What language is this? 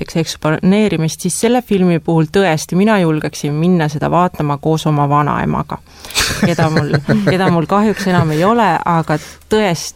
Estonian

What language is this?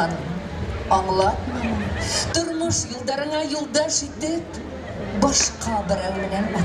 Bashkir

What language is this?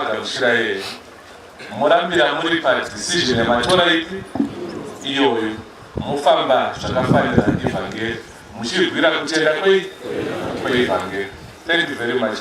Shona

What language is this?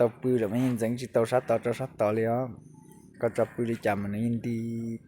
Hmong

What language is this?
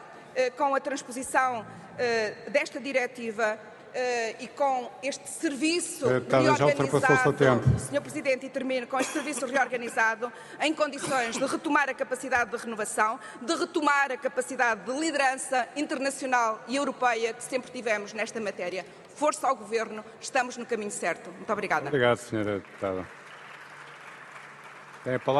Portuguese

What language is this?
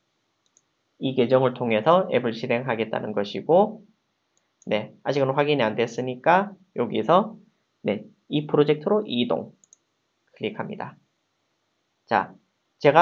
Korean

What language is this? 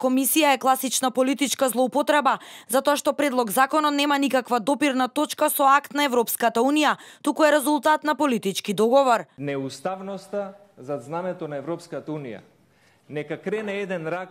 Macedonian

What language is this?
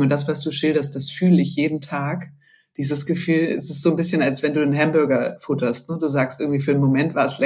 German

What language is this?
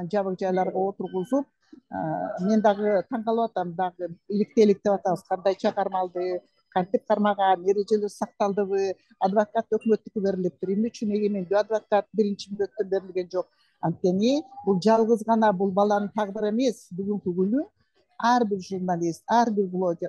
Kyrgyz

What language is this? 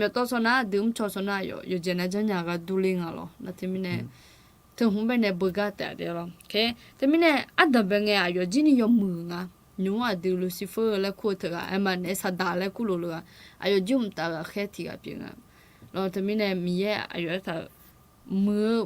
Akha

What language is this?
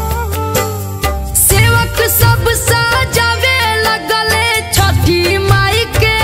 Bhojpuri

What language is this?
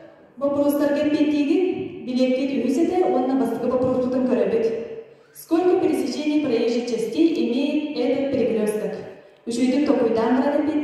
Yakut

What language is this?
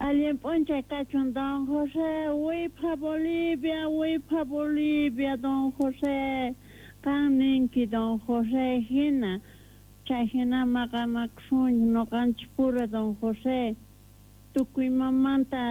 South Bolivian Quechua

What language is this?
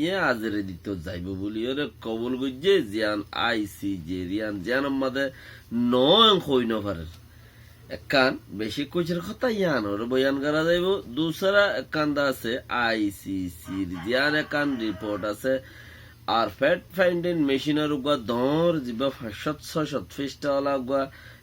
Rohingya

